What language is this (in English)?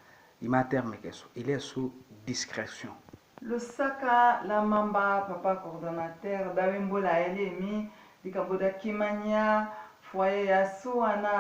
Tetela